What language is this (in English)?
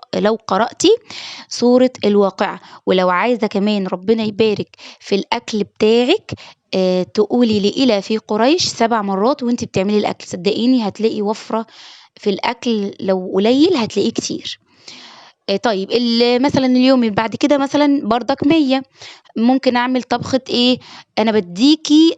Egyptian Arabic